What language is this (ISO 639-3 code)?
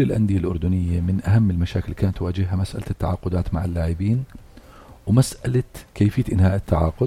apc